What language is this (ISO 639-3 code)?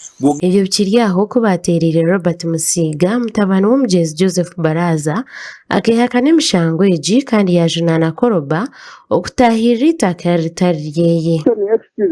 nyn